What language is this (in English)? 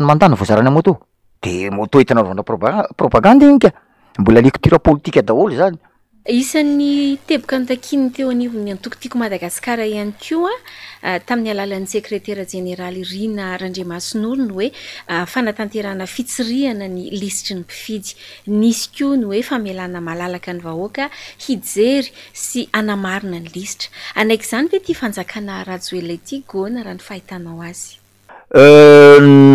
Malagasy